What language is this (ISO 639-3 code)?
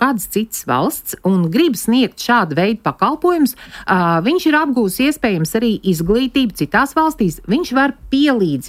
lav